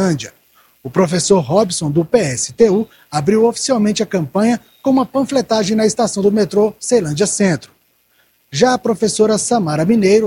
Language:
Portuguese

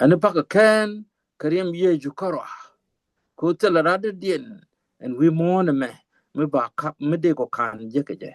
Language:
Nuer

